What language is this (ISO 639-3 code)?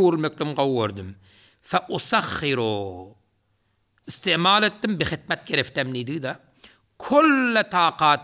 tuk